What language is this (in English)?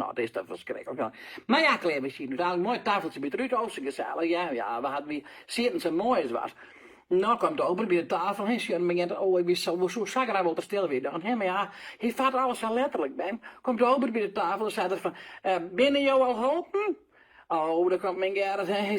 Western Frisian